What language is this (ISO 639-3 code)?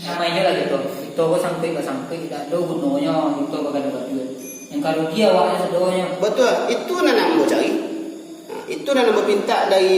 min